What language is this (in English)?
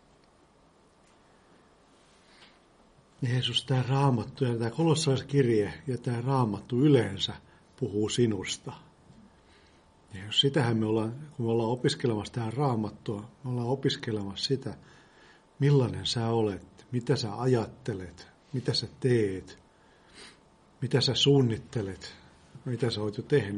Finnish